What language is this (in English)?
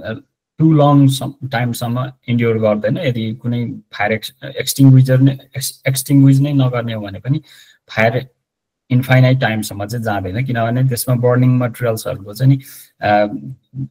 Nepali